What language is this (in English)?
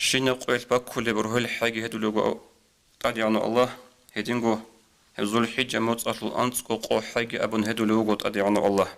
Avaric